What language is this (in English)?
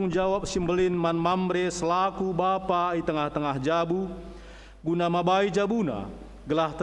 Batak Karo